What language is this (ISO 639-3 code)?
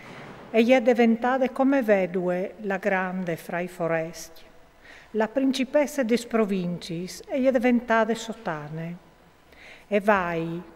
fur